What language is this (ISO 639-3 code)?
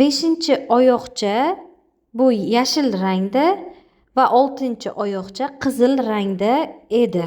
uzb